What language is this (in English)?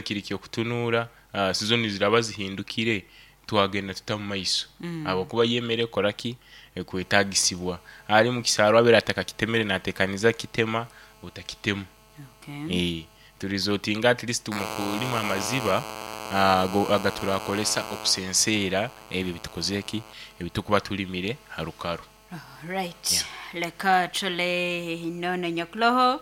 Nyoro